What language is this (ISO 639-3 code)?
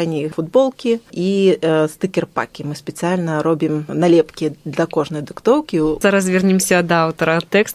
bel